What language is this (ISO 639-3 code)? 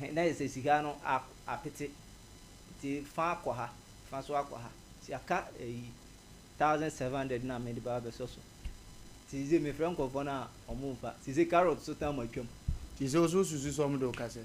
aka